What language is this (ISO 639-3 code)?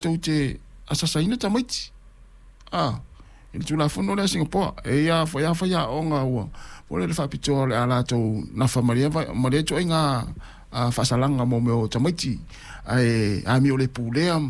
smo